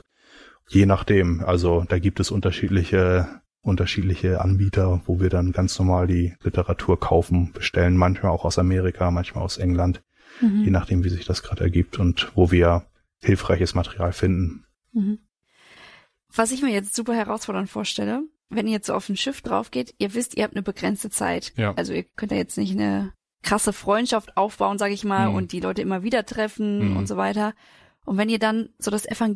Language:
German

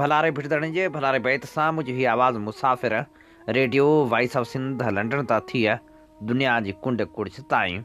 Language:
Sindhi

